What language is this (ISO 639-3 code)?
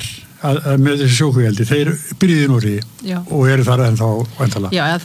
isl